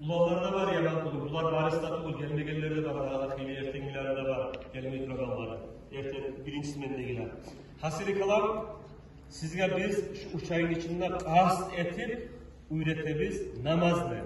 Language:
Kumyk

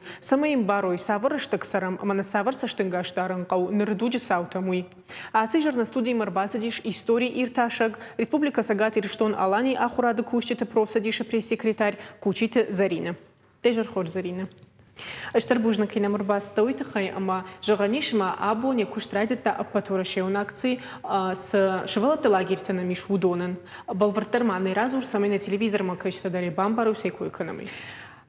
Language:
Ossetic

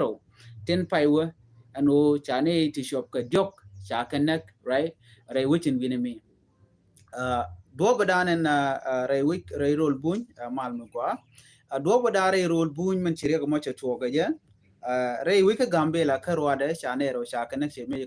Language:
Nuer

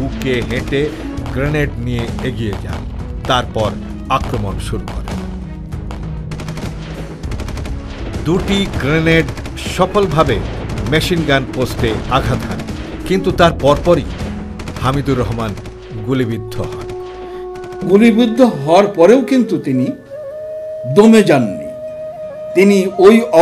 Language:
Bangla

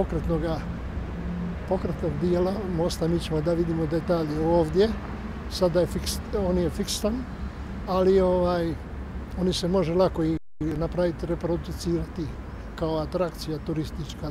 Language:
Serbian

